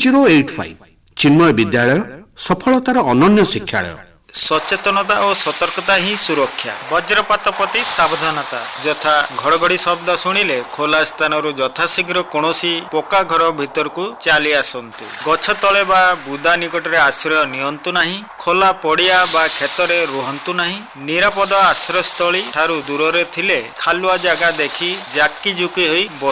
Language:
Odia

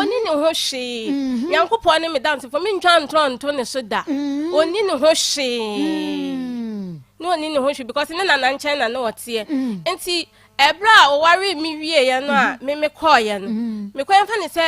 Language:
Akan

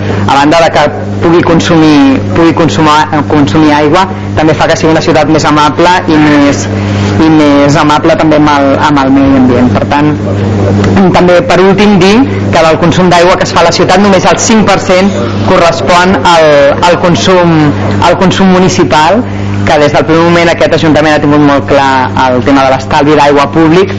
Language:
Catalan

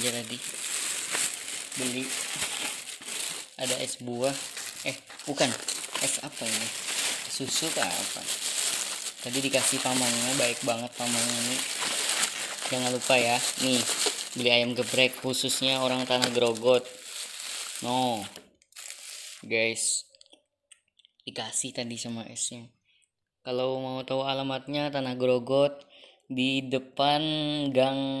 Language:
Indonesian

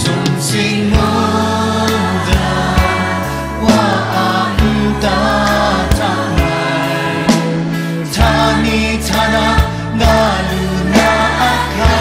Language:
Kachin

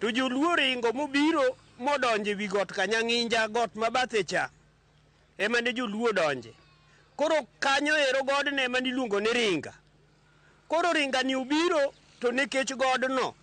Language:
Luo (Kenya and Tanzania)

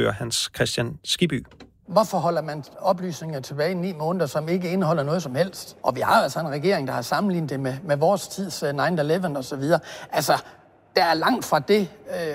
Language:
Danish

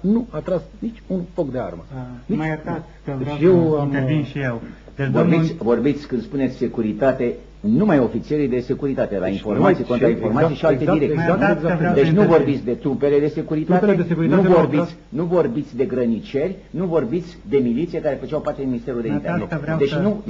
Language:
Romanian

